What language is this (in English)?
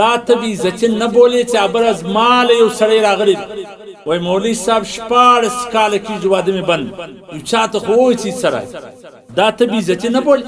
Pashto